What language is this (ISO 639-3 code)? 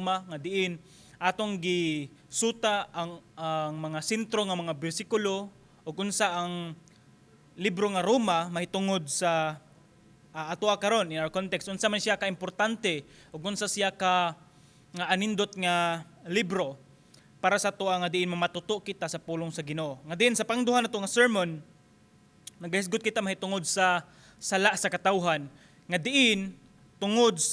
ceb